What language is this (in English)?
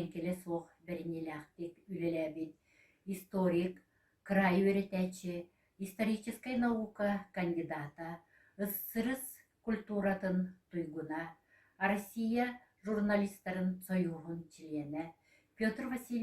Yakut